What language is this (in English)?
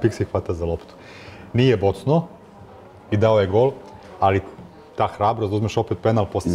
Serbian